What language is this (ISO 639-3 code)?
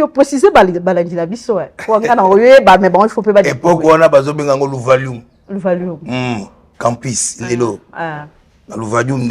lin